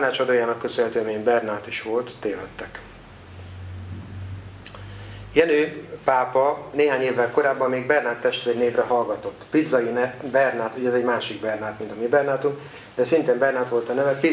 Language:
Hungarian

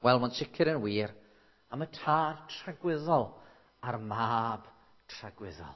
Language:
Welsh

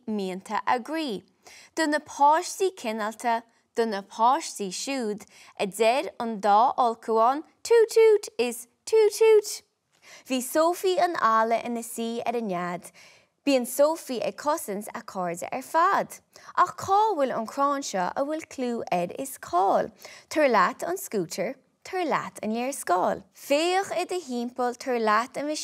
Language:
Irish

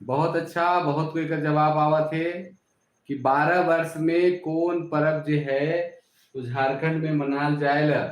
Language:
Sadri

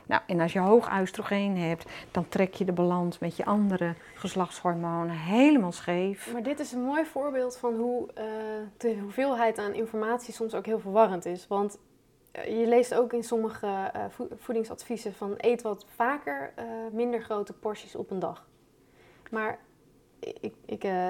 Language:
Dutch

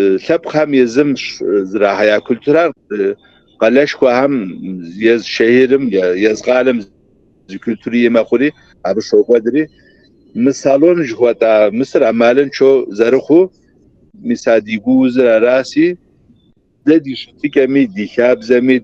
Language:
Kabardian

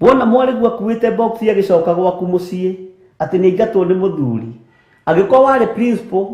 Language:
Kikuyu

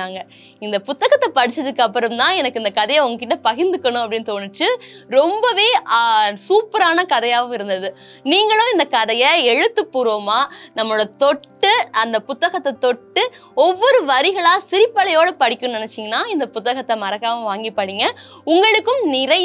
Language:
Tamil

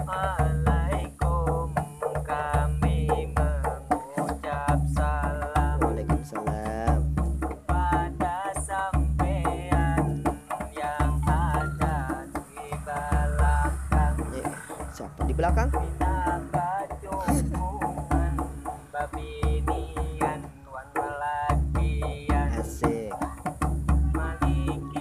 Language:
Banjar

